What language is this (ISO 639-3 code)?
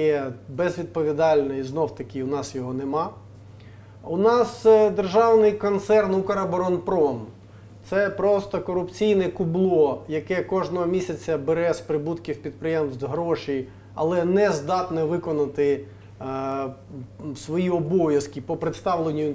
ukr